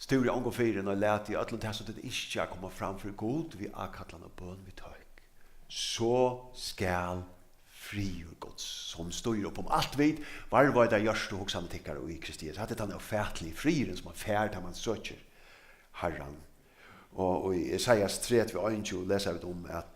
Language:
Faroese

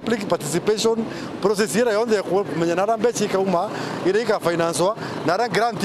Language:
Meru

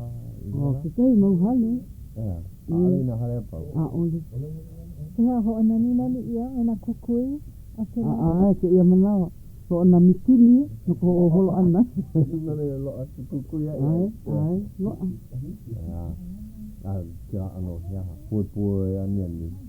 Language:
Hawaiian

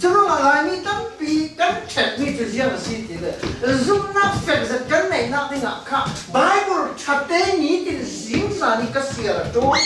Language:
Falam Chin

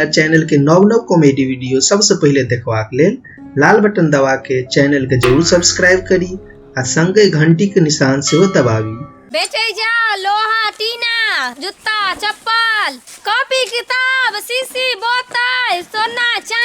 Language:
Maithili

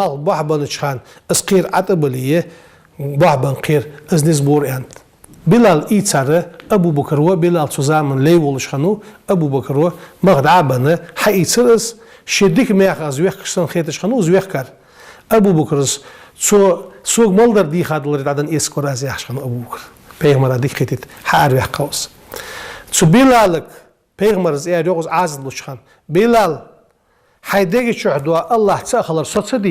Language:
Ingush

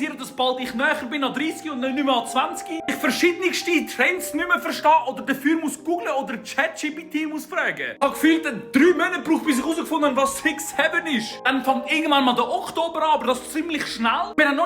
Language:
Swiss German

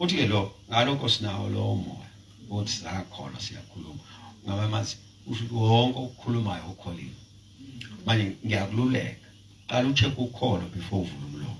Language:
Zulu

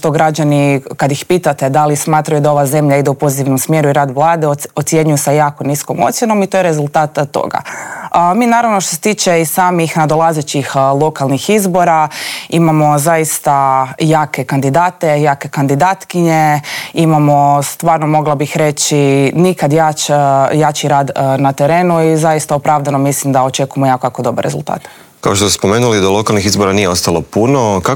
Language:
Croatian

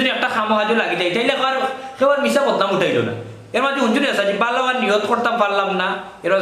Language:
Sylheti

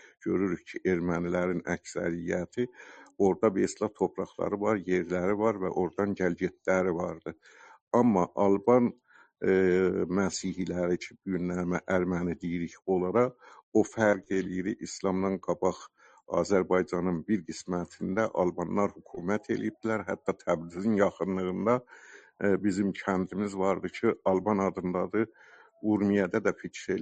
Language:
South Azerbaijani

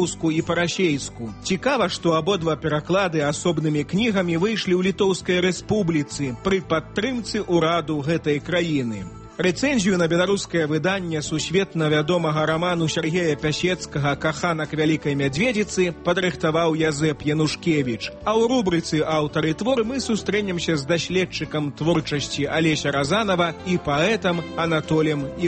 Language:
Belarusian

